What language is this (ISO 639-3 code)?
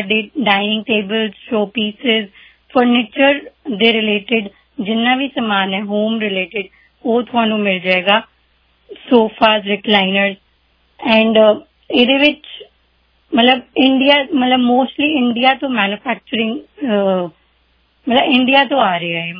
pan